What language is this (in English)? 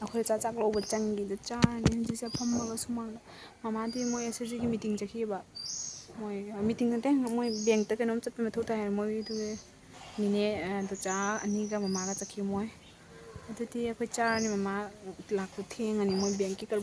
Manipuri